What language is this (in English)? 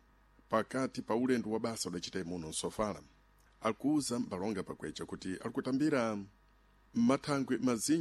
Sena